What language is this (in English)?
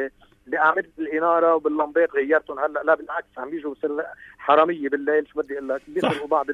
North Levantine Arabic